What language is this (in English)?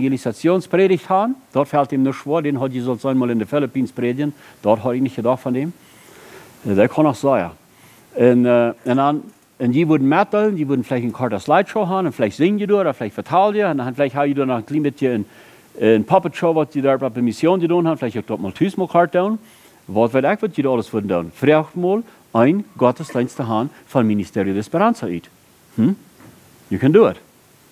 Plautdietsch